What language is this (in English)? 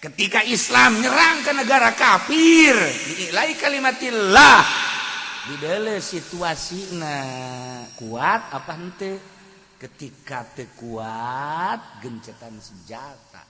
Sundanese